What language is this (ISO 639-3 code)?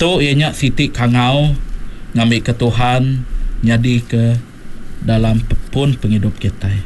iba